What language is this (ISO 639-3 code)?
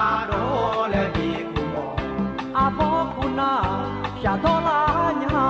ahk